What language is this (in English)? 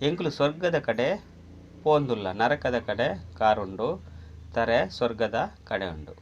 Tulu